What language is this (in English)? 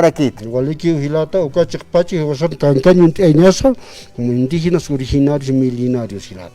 Aymara